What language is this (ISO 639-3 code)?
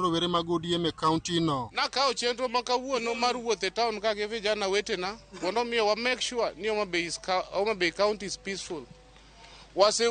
luo